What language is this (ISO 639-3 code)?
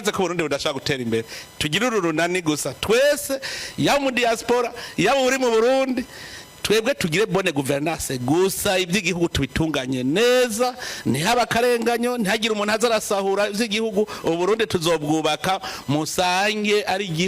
run